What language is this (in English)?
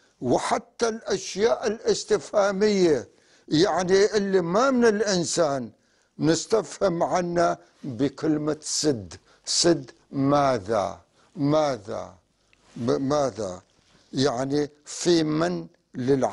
North Levantine Arabic